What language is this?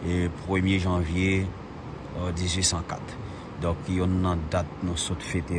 Haitian Creole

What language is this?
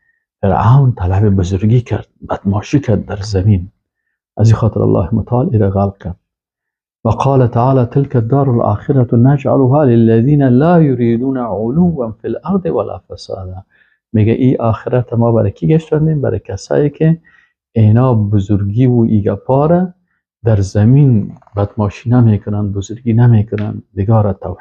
Persian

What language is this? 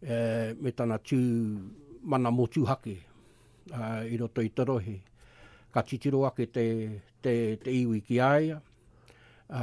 Māori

